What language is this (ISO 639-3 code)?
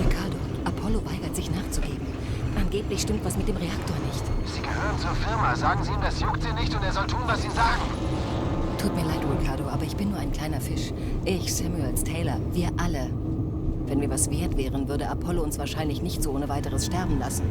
bar